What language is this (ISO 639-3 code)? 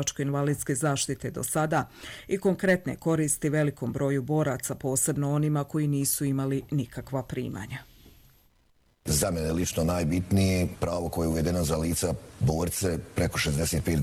bos